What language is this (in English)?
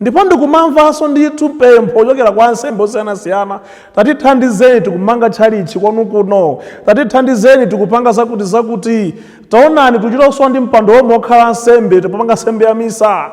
Nyanja